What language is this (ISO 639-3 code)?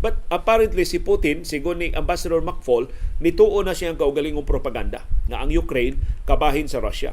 ceb